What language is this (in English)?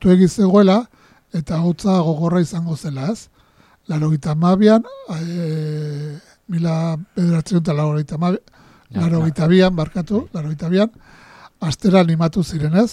Basque